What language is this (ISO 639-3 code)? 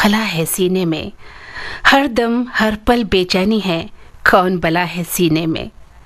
hin